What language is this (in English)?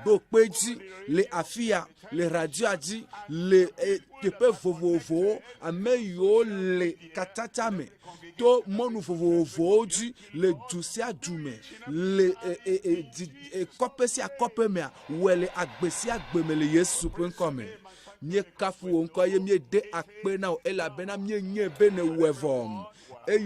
Ewe